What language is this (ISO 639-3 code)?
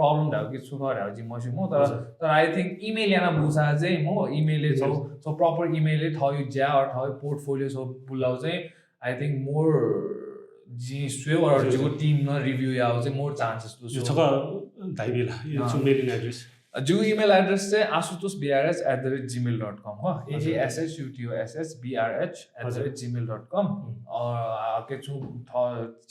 new